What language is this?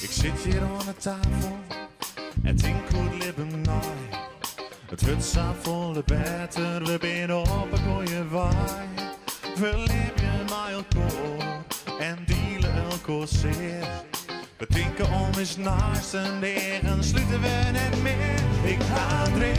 Western Frisian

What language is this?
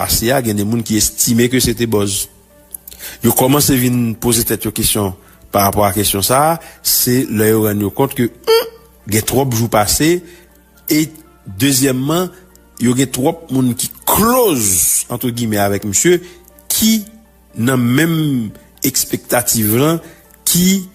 Haitian Creole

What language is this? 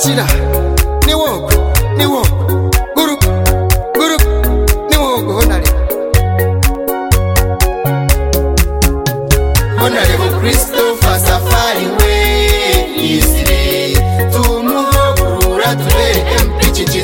Kinyarwanda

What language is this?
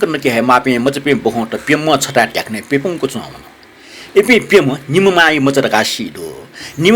Newari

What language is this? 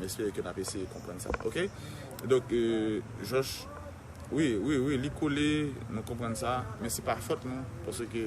Haitian Creole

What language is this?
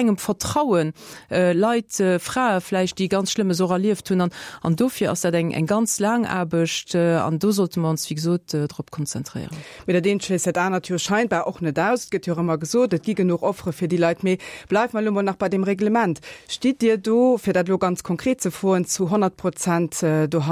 Luxembourgish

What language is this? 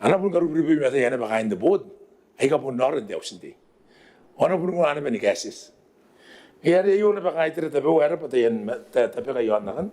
Gilbertese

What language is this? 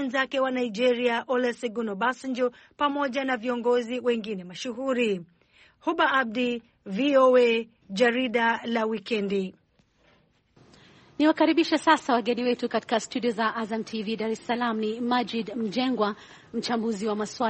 Swahili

